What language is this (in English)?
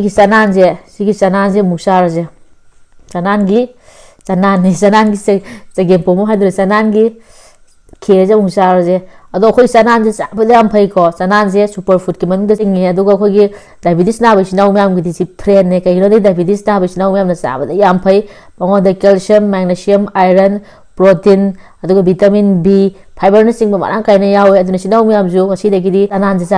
Manipuri